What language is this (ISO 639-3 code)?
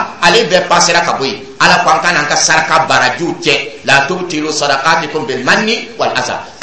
dyu